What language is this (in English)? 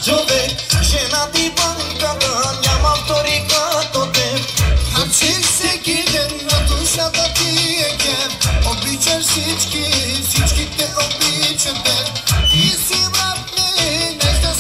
Bulgarian